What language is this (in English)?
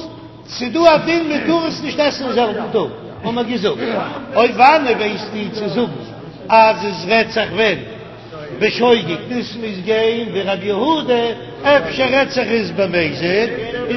Yiddish